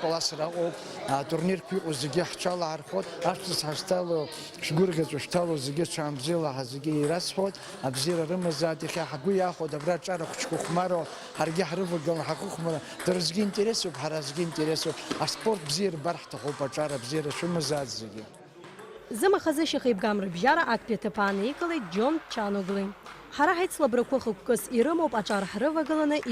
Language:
Abkhazian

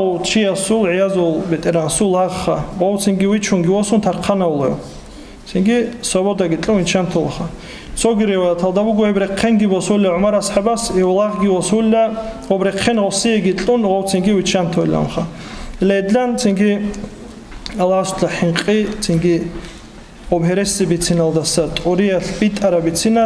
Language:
Avaric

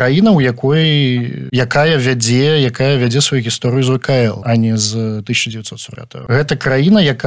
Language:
Belarusian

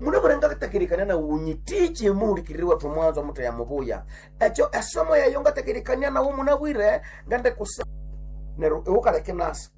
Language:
Nande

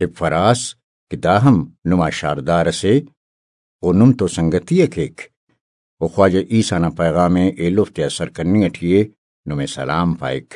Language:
Brahui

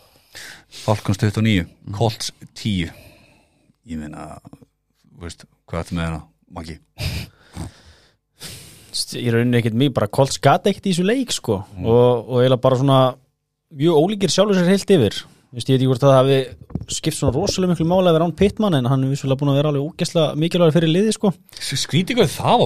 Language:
Icelandic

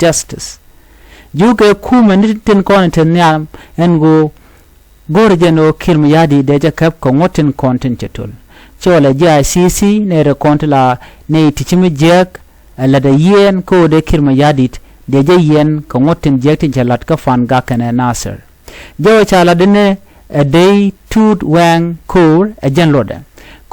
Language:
Nuer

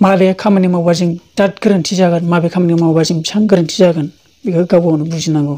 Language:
Bodo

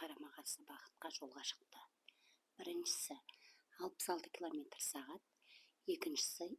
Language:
Kazakh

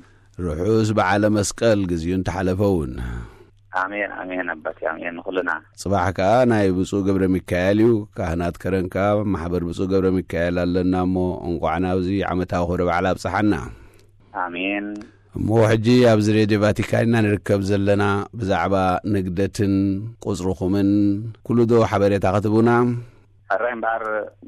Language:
Tigrinya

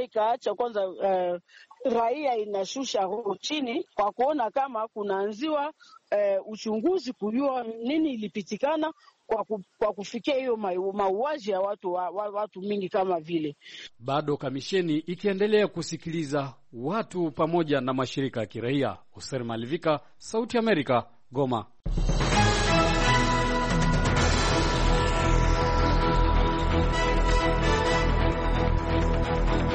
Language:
Swahili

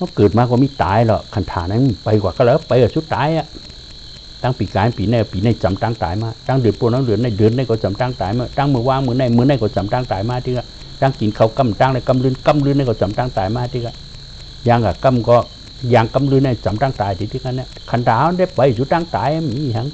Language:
Shan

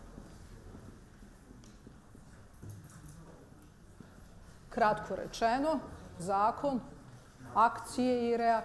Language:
Bosnian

